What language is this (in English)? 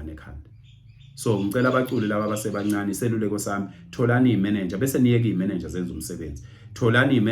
Zulu